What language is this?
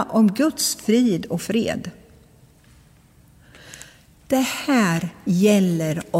Swedish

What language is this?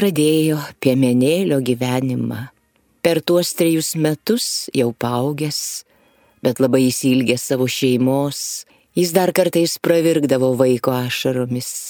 Lithuanian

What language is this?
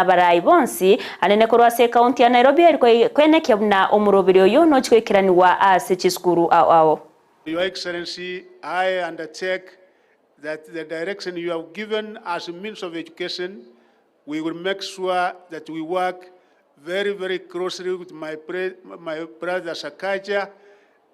Gusii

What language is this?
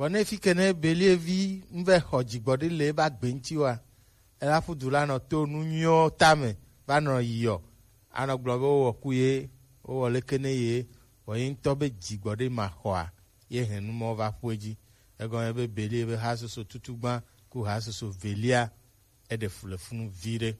Gen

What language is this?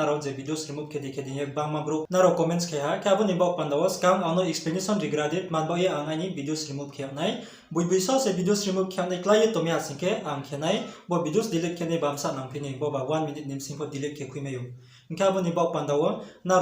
Riang (India)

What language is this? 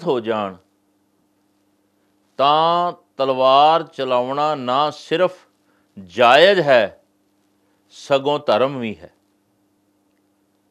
Punjabi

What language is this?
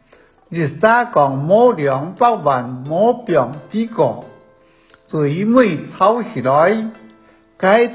Hakka Chinese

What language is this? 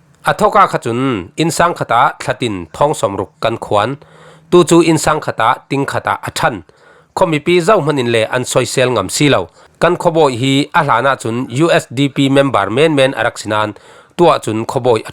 Falam Chin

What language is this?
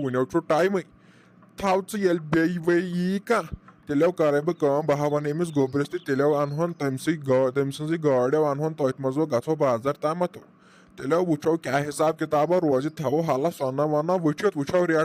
Kashmiri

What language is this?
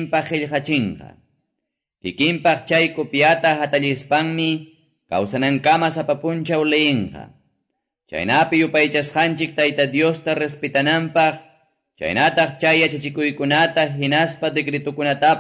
Quechua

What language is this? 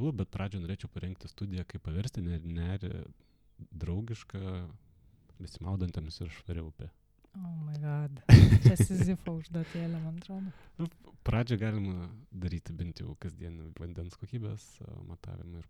Lithuanian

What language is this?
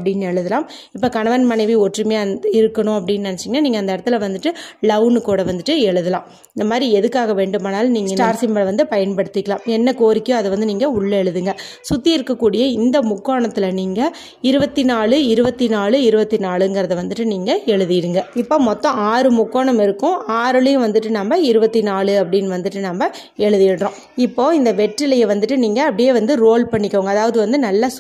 Tamil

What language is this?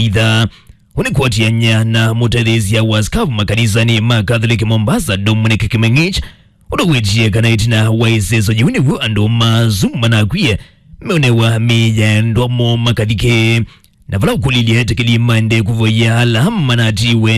Kamba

